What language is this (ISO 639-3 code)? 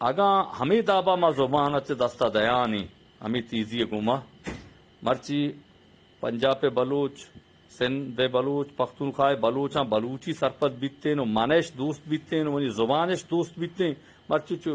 bgp